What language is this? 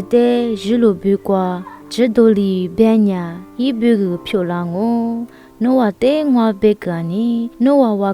Lisu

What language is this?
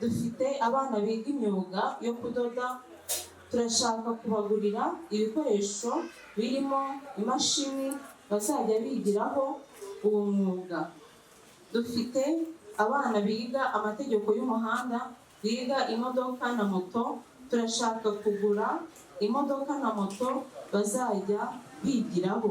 Kinyarwanda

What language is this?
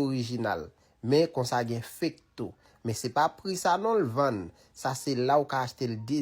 Haitian Creole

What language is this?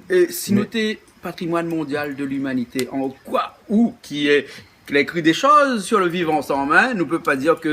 Réunion Creole French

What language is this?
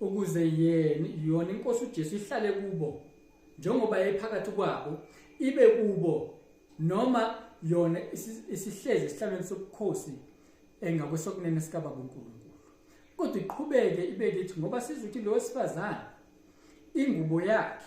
Zulu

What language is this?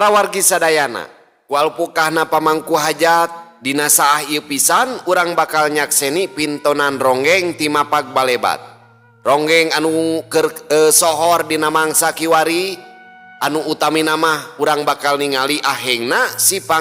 Sundanese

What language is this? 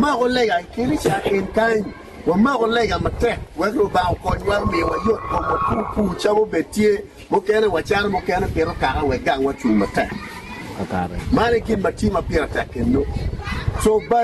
Acoli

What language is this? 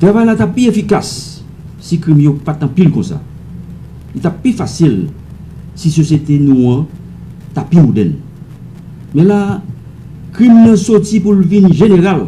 Haitian Creole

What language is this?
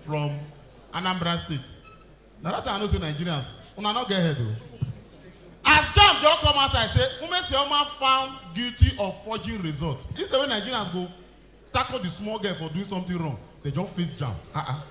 Nigerian Pidgin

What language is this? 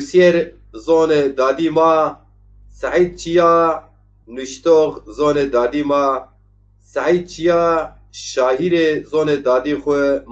Zaza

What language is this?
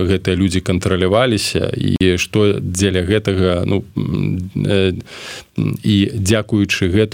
Belarusian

